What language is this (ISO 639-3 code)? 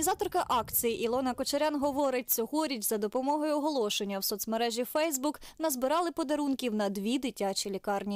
ukr